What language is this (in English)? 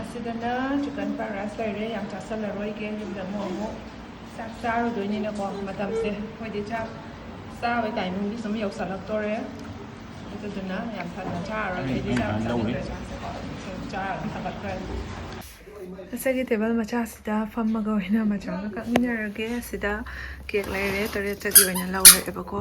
Manipuri